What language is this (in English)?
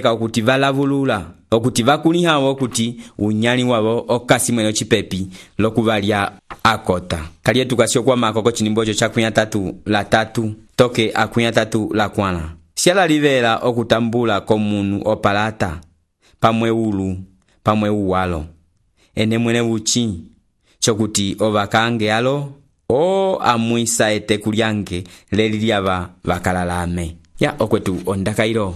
Umbundu